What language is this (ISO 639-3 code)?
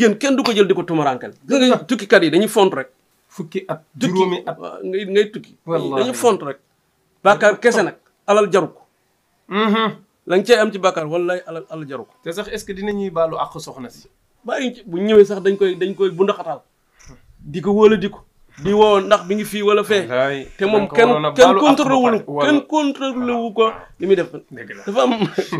wol